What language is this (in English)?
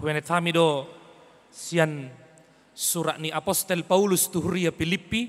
Batak Toba